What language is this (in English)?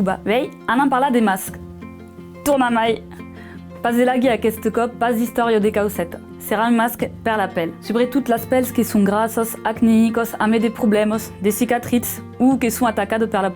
Occitan